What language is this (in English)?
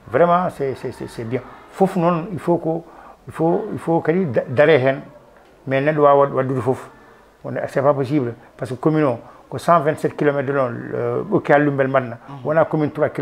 Fula